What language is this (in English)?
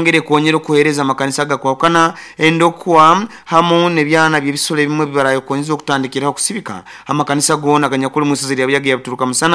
Nyoro